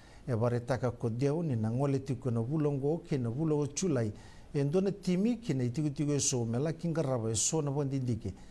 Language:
Fijian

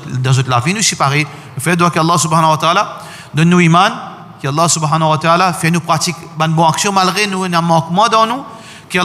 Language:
Morisyen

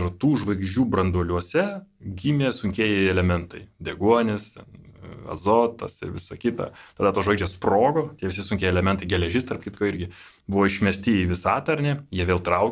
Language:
Lithuanian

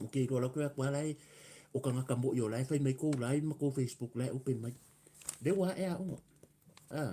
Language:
Samoan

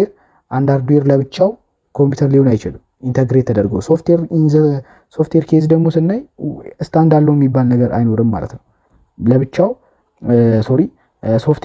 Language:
Amharic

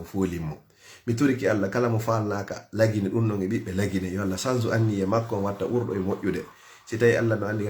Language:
Fula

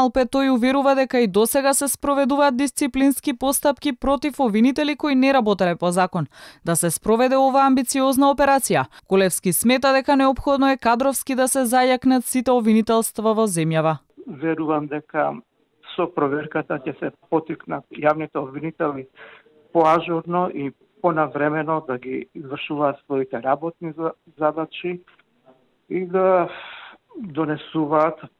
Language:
Macedonian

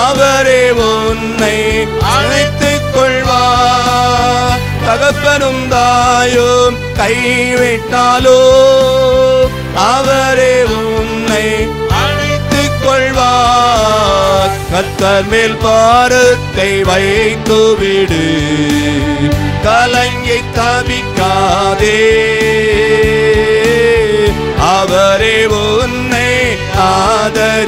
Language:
Tamil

